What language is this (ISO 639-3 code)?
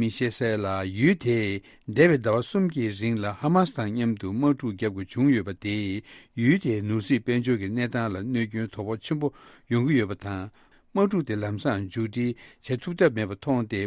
bod